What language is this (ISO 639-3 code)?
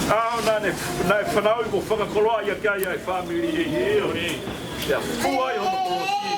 ton